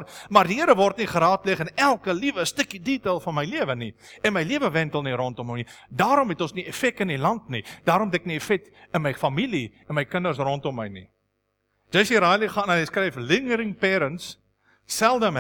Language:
Afrikaans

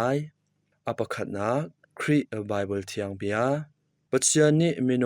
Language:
Hakha Chin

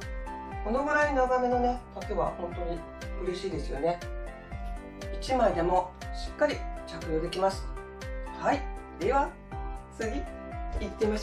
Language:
Japanese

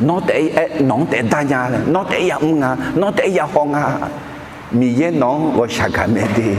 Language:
Akha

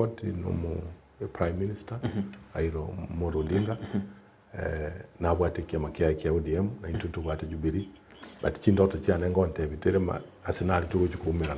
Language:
Gusii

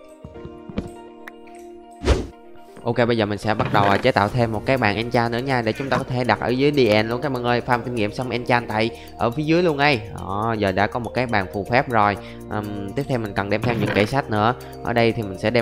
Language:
Vietnamese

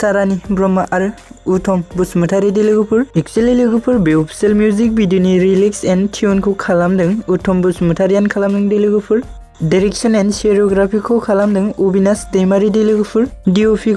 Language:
Bodo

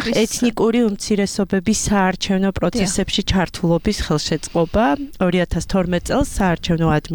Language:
Georgian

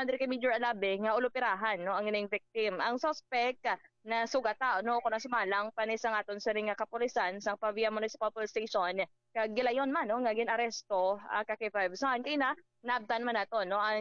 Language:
Hiligaynon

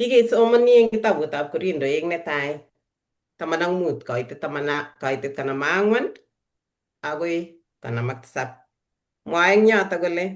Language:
Kalenjin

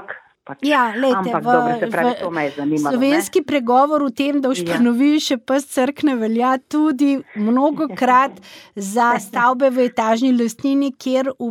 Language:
Slovenian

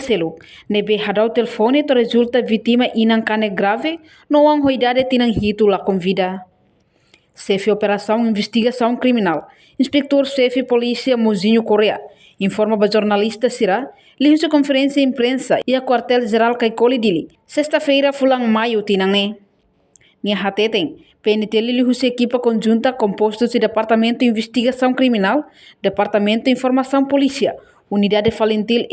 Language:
Tetum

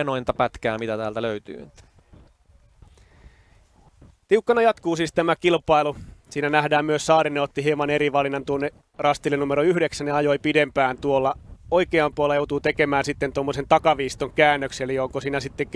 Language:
Finnish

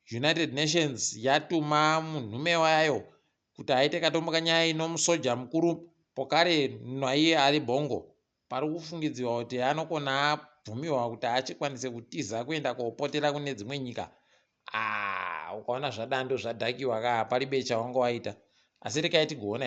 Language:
Ndau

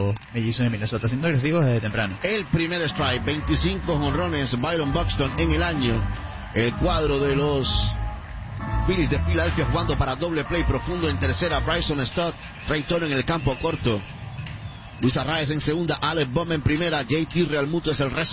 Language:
Spanish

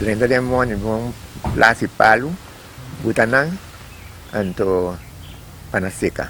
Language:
Papiamento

